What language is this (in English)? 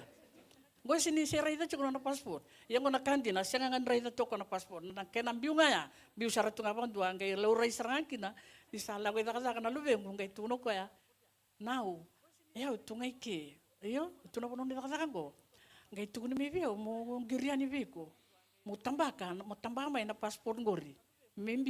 Fijian